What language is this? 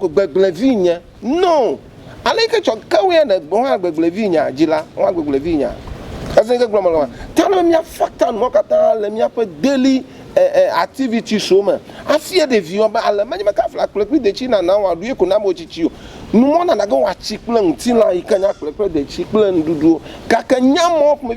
Ewe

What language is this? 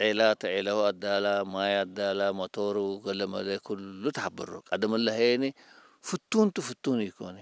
Tigre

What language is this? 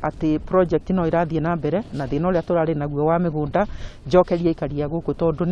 Kikuyu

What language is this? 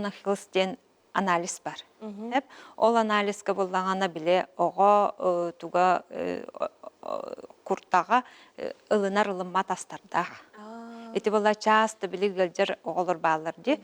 Yakut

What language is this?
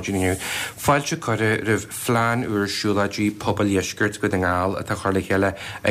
Irish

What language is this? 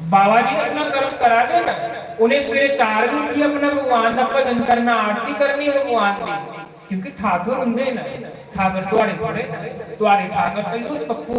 Dogri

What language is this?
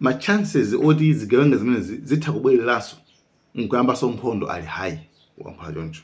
Nyanja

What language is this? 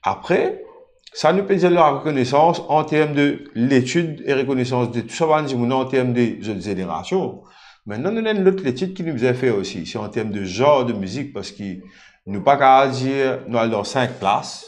Morisyen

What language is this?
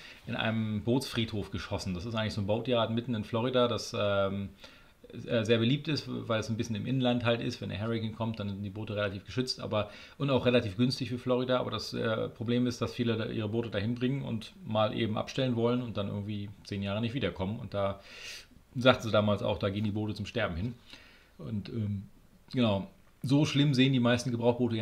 German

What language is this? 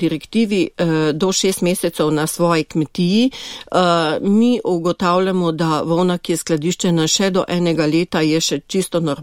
Slovenian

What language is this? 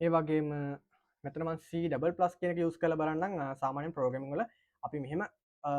Sinhala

